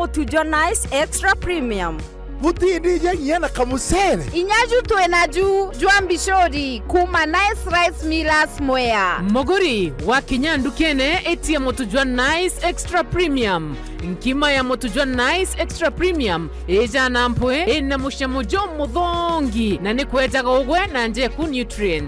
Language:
Meru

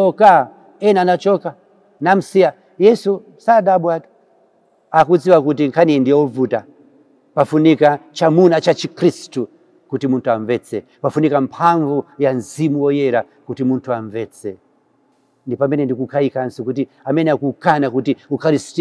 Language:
Nyanja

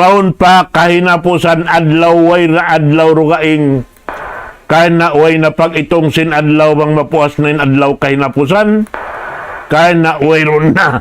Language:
Tausug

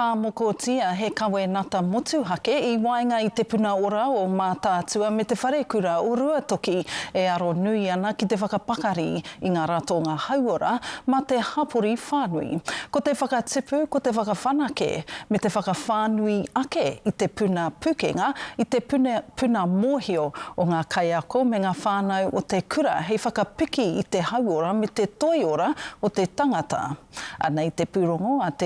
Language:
Māori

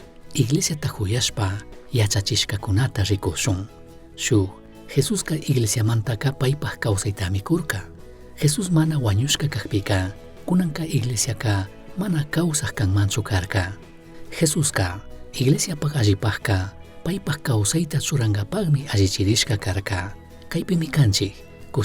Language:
Chimborazo Highland Quichua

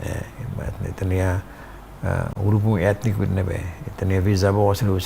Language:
Tetum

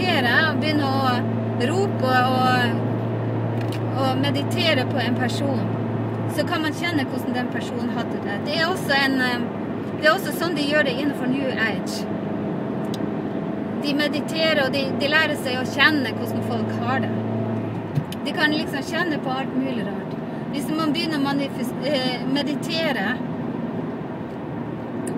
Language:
Norwegian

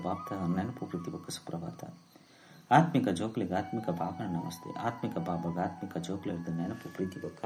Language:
Tulu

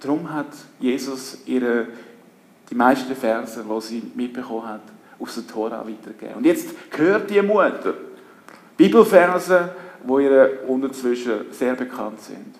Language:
Swiss German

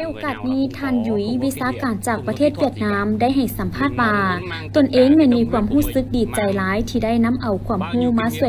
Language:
Lao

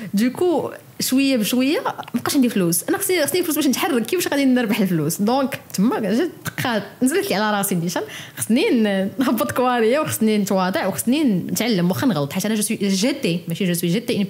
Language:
Moroccan Arabic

